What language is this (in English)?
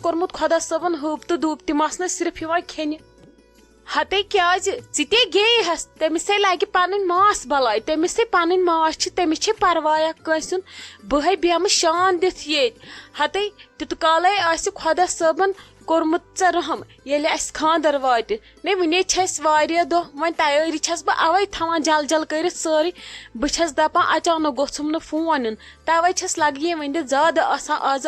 Kashmiri